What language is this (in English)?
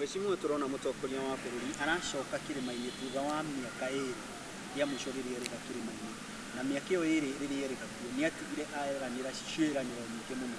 Kikuyu